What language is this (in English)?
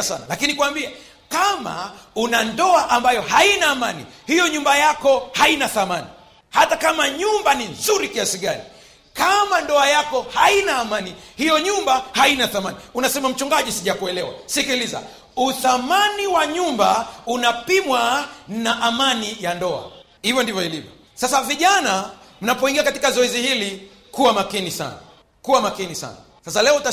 Swahili